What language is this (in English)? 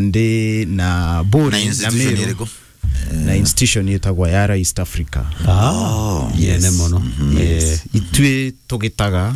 Meru